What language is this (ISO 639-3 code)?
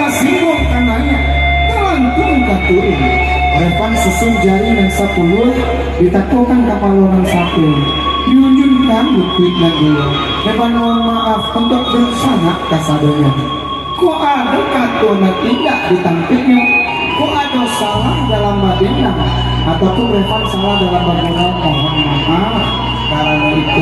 min